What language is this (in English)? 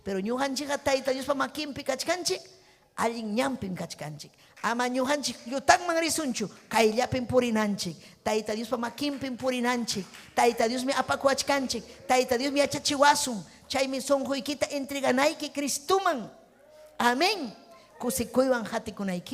Ayacucho Quechua